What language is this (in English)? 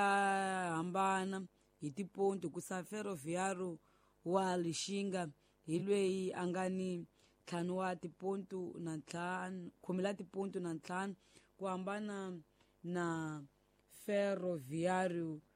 Tsonga